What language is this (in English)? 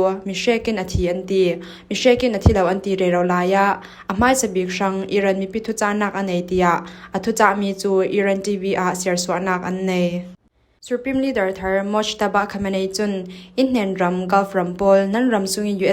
Falam Chin